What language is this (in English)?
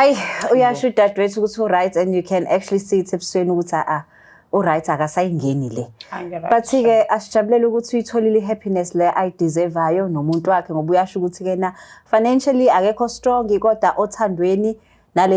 Zulu